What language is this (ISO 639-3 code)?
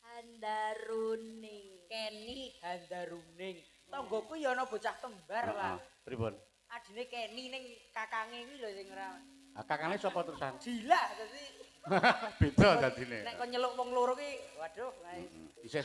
jav